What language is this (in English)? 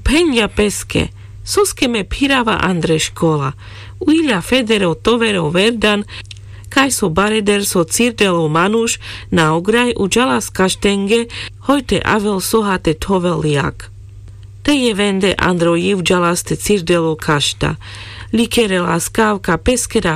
Carpathian Romani